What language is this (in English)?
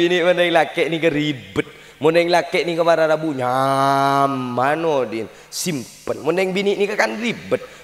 Madurese